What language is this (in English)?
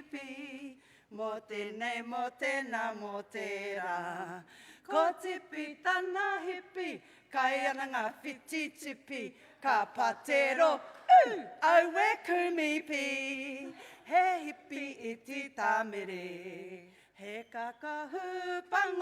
Māori